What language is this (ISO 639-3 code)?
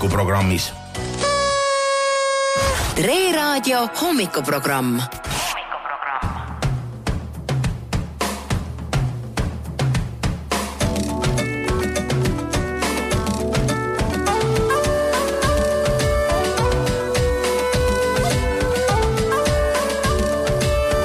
est